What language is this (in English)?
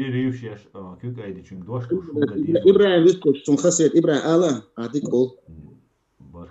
Chechen